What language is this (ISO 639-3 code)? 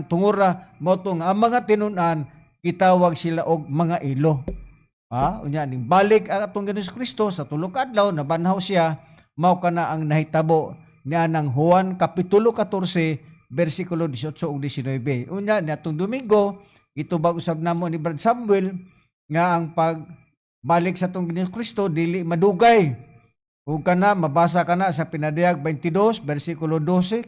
ceb